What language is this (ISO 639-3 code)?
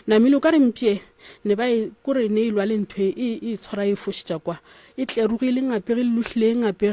nso